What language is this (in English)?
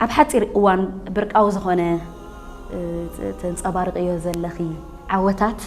Tigrinya